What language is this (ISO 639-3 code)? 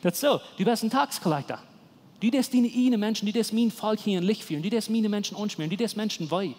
pdt